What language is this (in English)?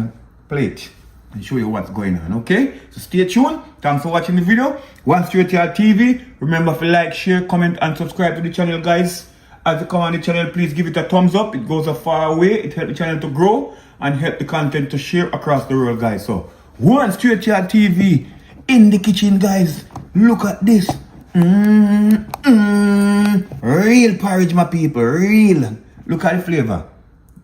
Jamaican Creole English